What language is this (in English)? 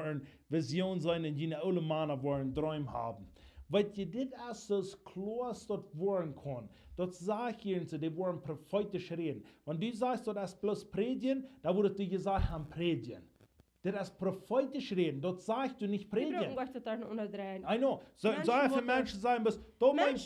Plautdietsch